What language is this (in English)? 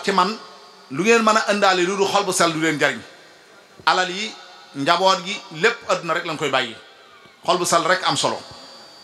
Wolof